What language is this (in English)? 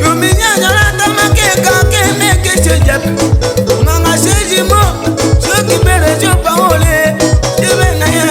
Tetela